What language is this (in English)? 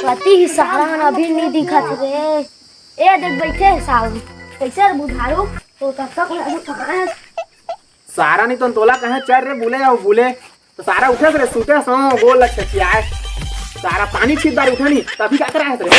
Chhattisgarhi